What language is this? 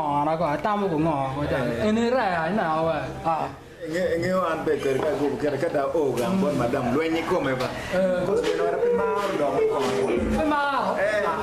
Acoli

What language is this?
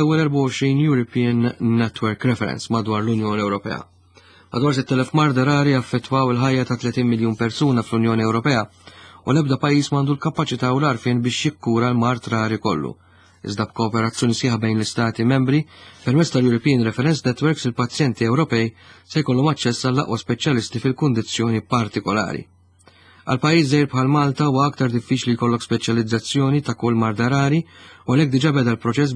Maltese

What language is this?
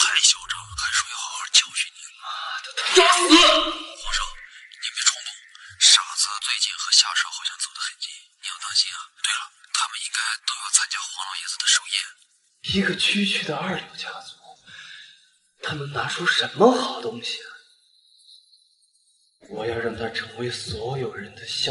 Chinese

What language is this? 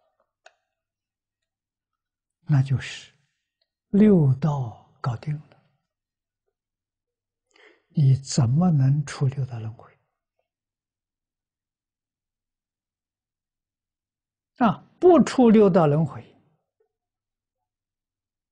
Chinese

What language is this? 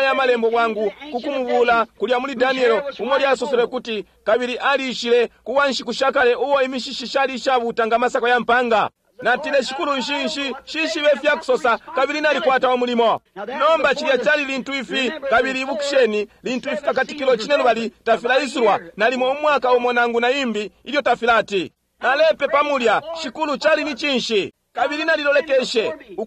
Bemba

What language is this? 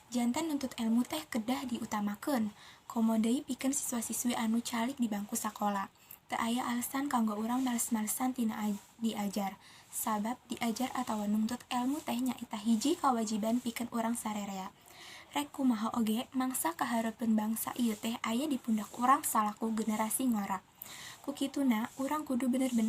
Sundanese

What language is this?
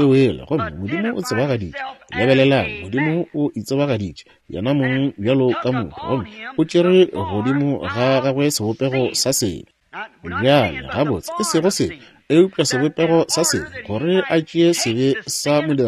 Northern Sotho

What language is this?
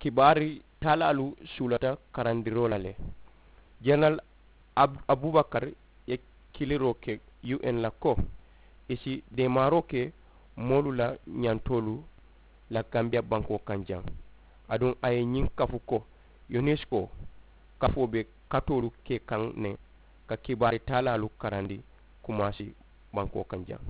Mandingo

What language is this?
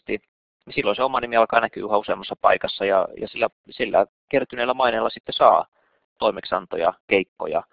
Finnish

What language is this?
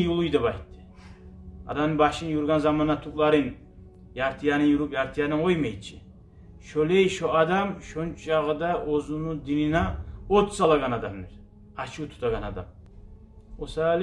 Kumyk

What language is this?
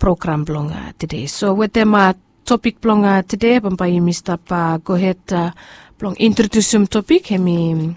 Bislama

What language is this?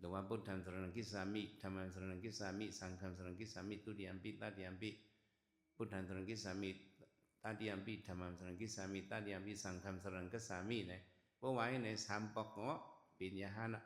Shan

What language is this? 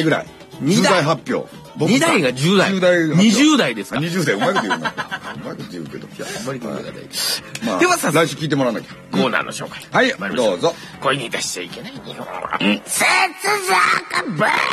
Japanese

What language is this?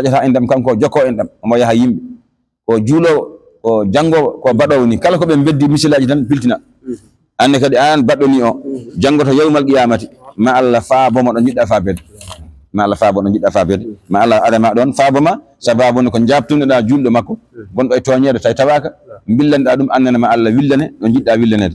Fula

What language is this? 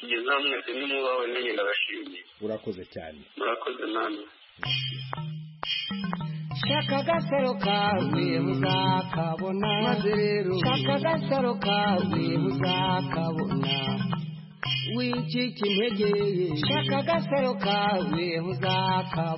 Kinyarwanda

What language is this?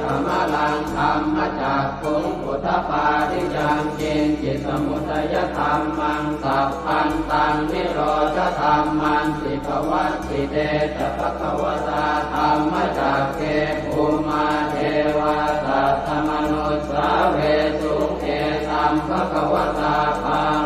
Pali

